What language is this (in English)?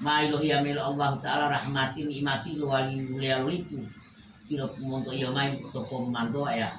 Gorontalo